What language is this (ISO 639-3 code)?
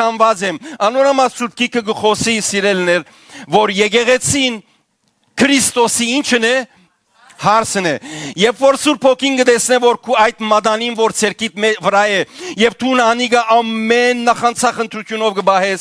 hyw